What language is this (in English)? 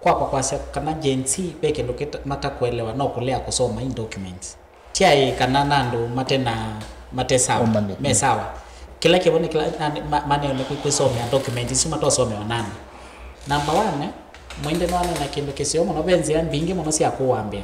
Kamba